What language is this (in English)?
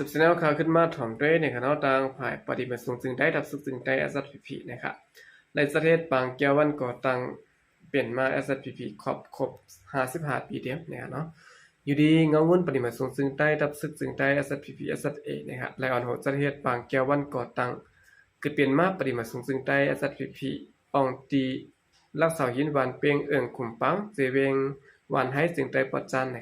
Shan